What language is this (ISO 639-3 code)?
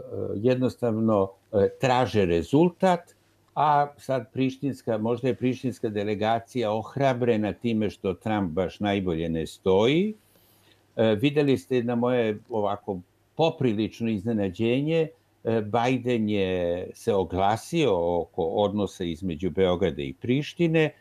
srp